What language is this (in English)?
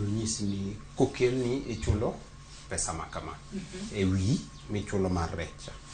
Luo (Kenya and Tanzania)